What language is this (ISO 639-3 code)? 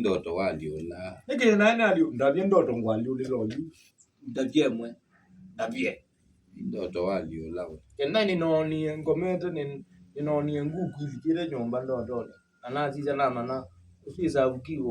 kam